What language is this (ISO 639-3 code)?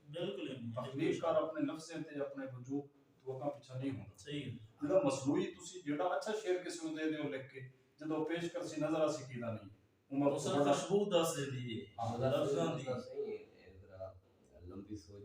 skr